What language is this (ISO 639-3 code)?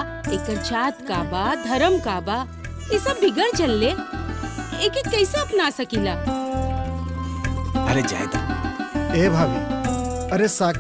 bho